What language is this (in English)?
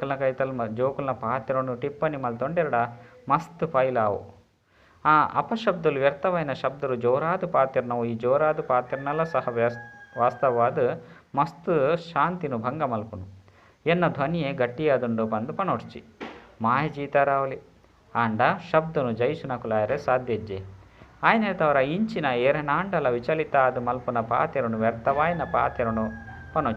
Tulu